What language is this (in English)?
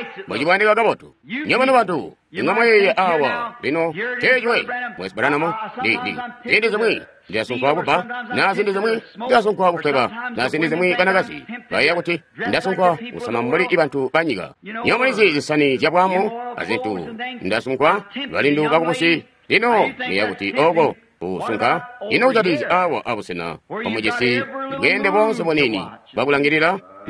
Tonga (Zambia)